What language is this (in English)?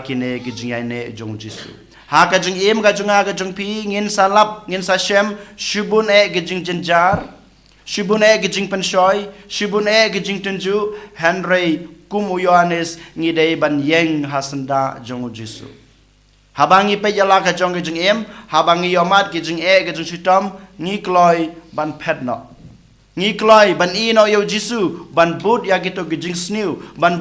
Khasi